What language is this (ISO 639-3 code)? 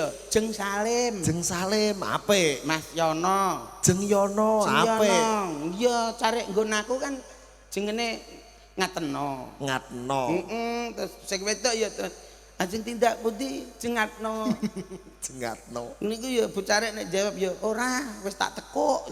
jav